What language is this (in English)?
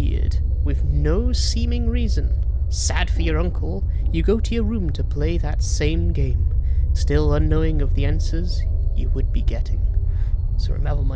Welsh